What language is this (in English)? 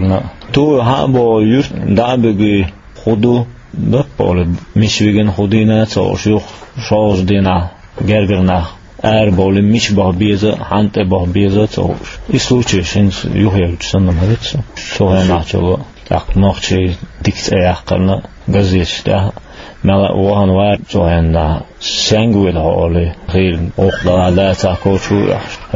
Chechen